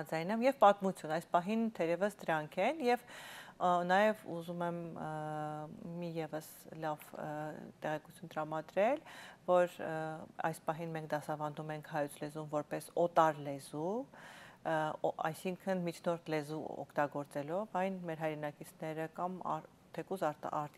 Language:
Armenian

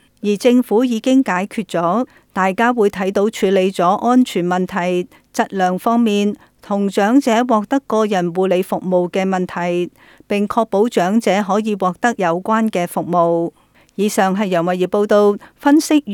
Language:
Cantonese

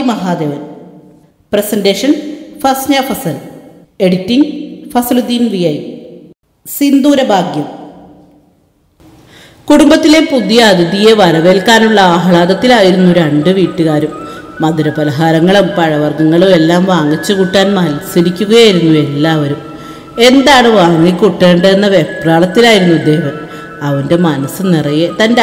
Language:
Malayalam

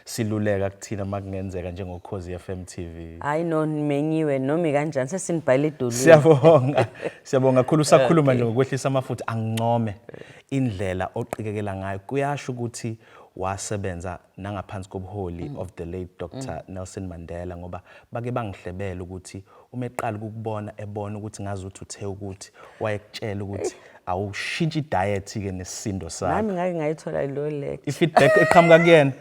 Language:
Zulu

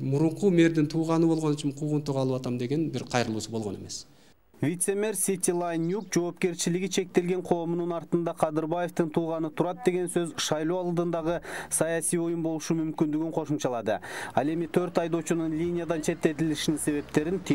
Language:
Kyrgyz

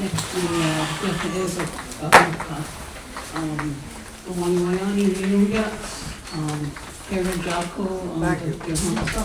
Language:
Mohawk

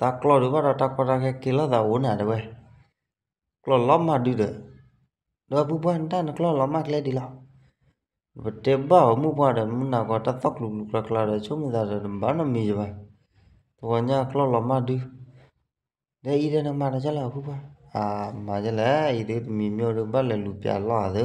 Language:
S'gaw Karen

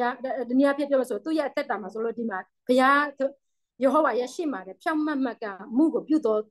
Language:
Burmese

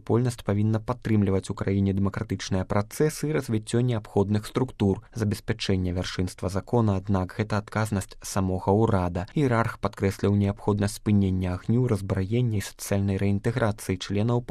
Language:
Belarusian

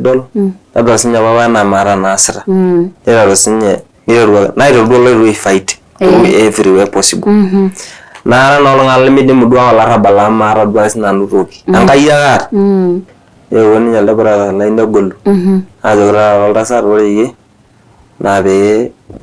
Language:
Masai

